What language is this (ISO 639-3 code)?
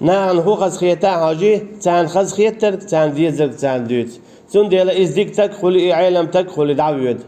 che